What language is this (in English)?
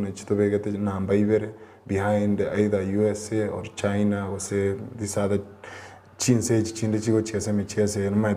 Gusii